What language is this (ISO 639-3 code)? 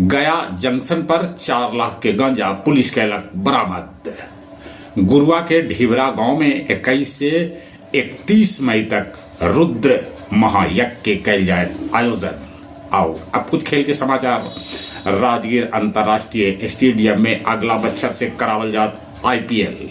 mag